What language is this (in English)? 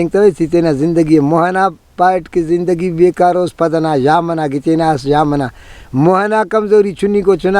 Brahui